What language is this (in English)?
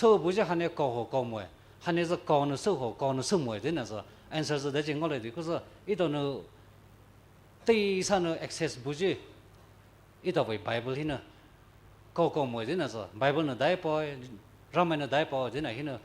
Poumei Naga